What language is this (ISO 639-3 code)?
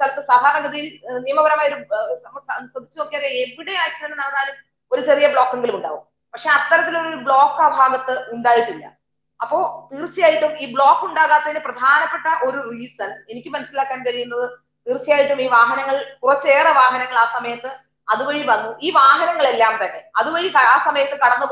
mal